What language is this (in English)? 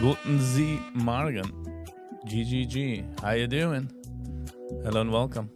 Yiddish